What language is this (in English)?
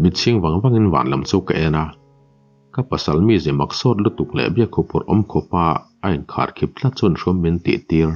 Mizo